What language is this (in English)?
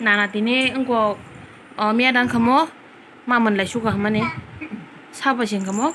Kok Borok